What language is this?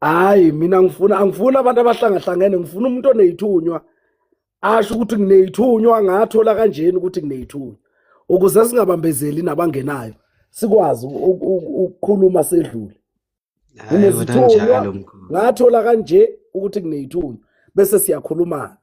Zulu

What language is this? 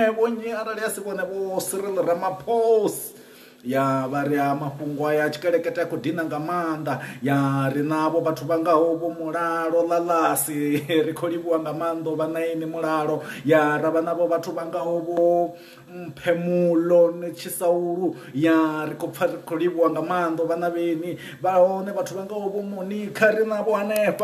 Venda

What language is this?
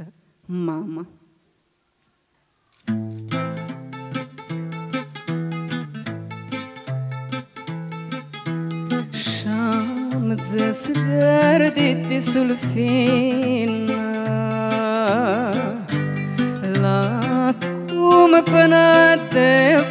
Romanian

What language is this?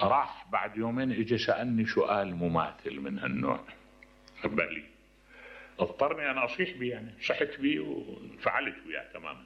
Mesopotamian Arabic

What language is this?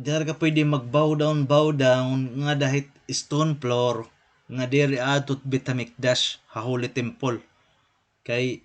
Waray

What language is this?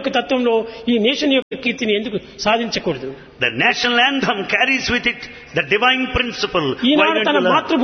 Telugu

